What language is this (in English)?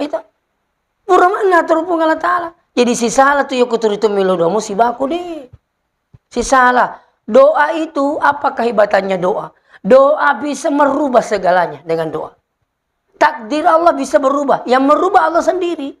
Buginese